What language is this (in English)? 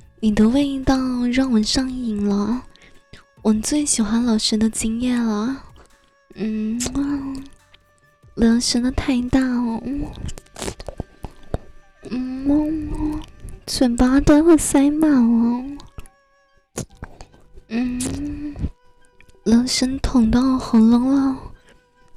Chinese